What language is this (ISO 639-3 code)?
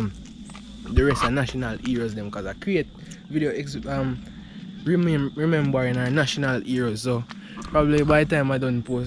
jam